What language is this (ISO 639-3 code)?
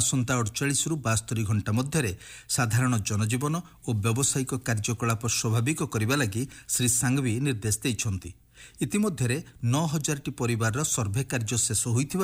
ori